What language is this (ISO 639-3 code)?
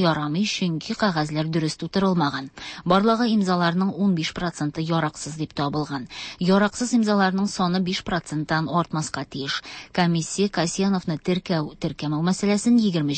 tat